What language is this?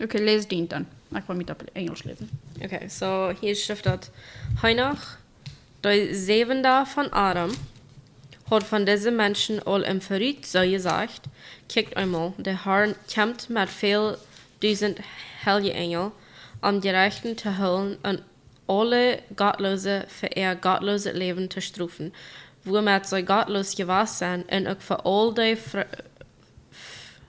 Plautdietsch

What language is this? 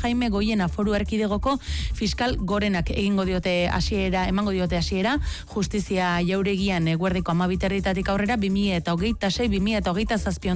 Basque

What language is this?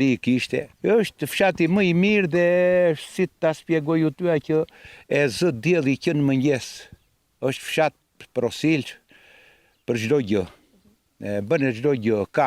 Albanian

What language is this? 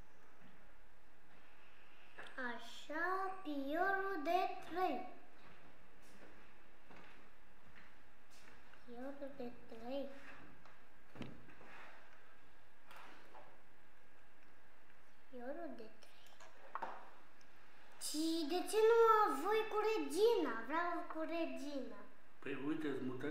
Romanian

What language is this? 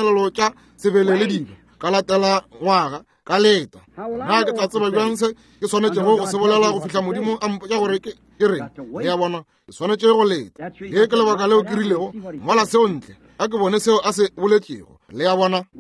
Northern Sotho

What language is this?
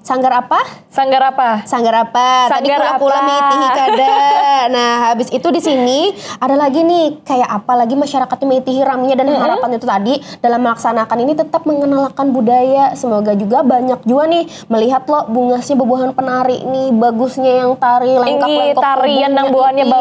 Banjar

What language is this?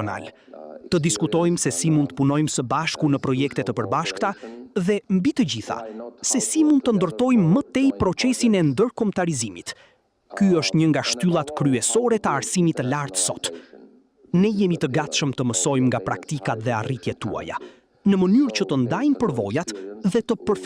Albanian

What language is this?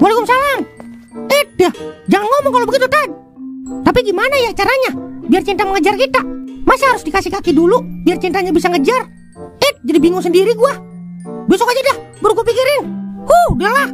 Betawi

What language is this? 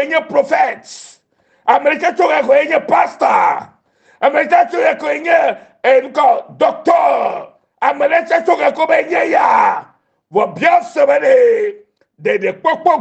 Ewe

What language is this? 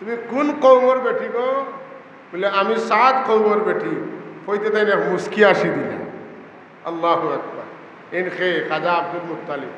Sylheti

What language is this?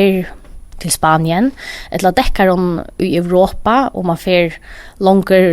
Faroese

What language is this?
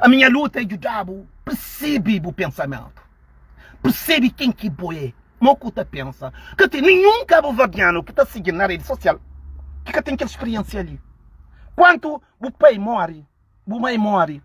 Kabuverdianu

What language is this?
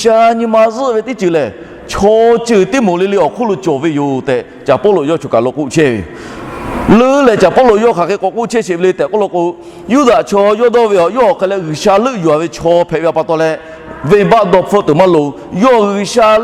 Lahu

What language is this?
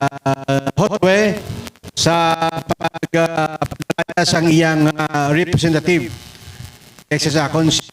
Hiligaynon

